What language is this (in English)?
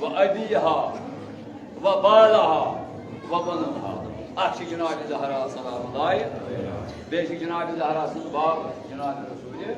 Kashmiri